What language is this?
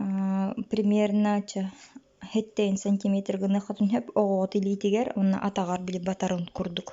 Yakut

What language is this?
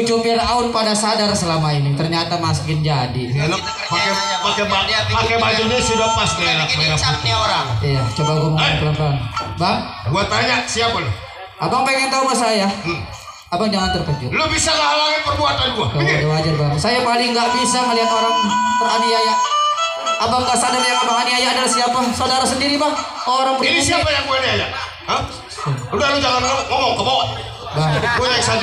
Betawi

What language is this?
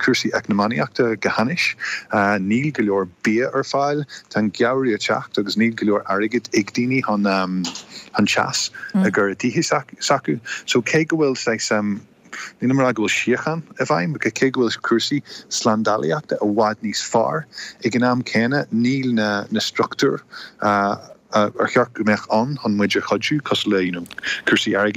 Irish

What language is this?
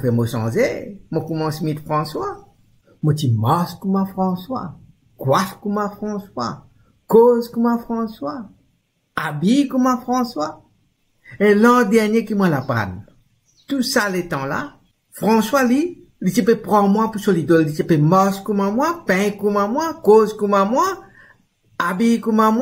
Morisyen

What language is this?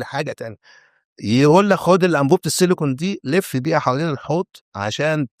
Egyptian Arabic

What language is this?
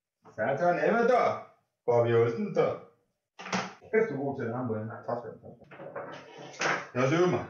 Danish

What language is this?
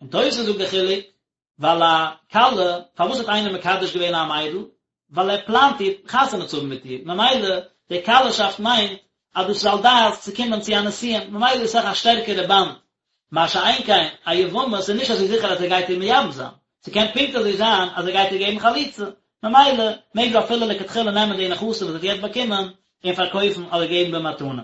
Yiddish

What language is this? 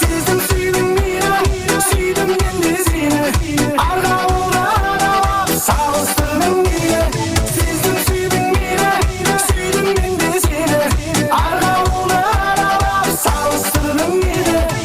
Kara-Kalpak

